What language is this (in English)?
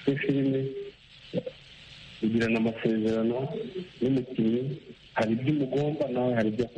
Kinyarwanda